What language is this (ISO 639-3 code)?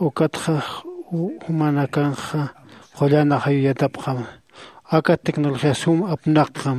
aym